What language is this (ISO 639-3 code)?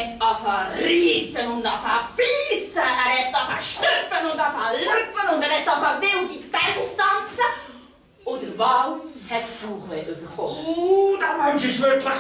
gsw